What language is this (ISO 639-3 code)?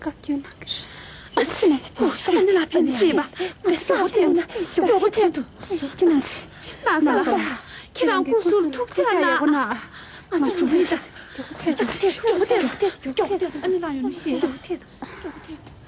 bod